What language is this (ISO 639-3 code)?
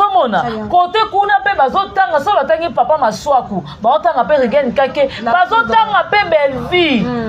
lin